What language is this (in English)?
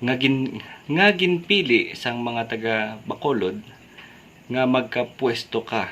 Hiligaynon